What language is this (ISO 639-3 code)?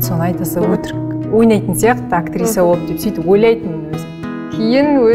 kaz